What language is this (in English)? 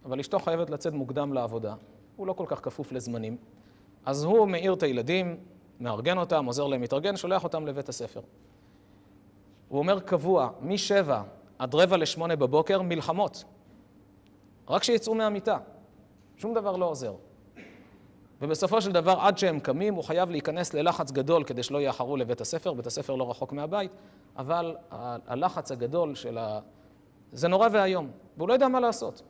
Hebrew